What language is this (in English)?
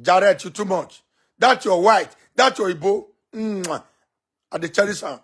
Nigerian Pidgin